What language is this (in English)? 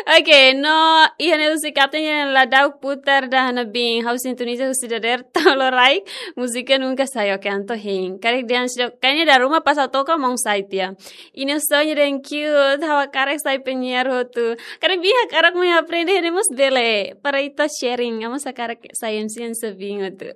Tetum